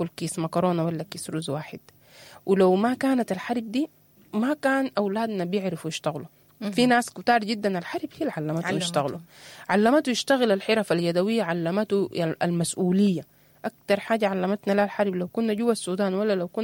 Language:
Sudanese Arabic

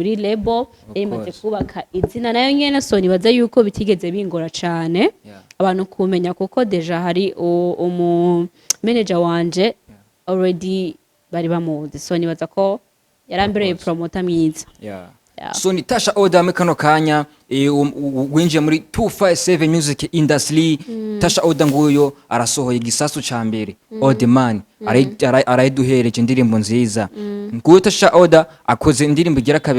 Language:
Rundi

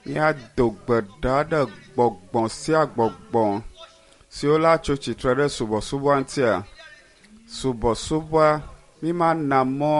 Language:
Ewe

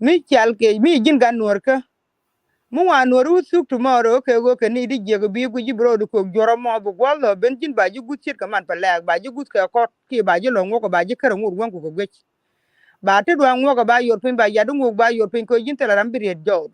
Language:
Nuer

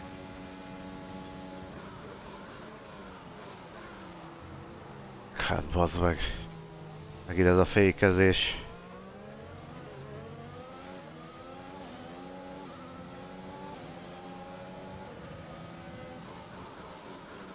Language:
Hungarian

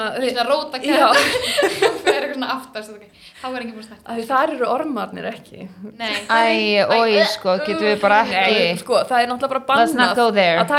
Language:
Icelandic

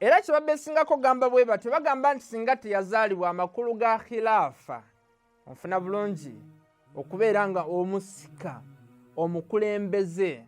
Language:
Ganda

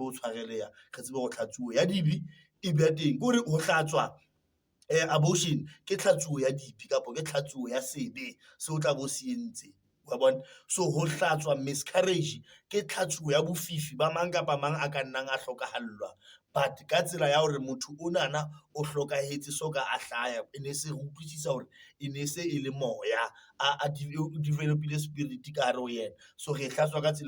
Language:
Southern Sotho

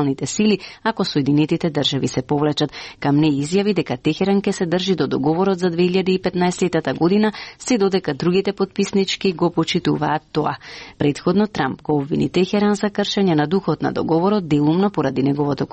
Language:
Macedonian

